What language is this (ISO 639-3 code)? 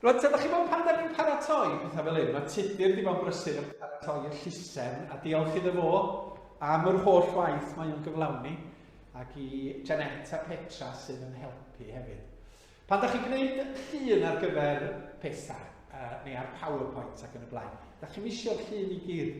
cym